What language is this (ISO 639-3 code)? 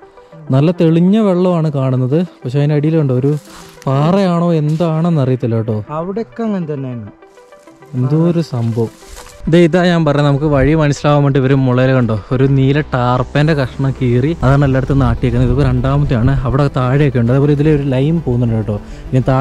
mal